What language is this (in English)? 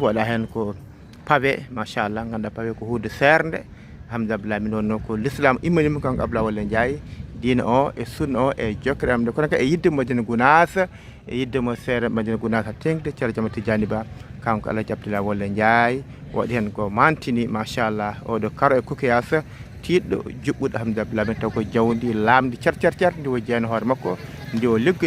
Fula